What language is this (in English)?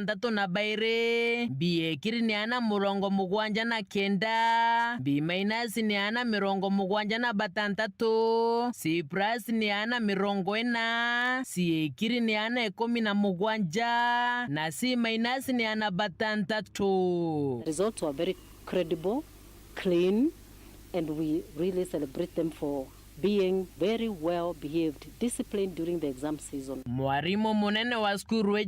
Meru